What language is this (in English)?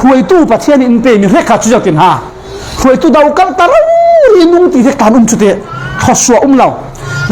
Falam Chin